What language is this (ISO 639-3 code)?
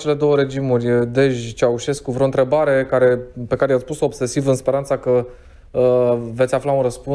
ron